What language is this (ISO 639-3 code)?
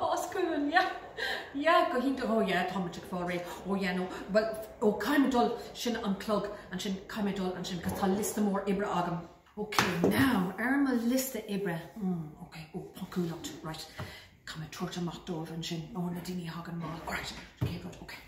gle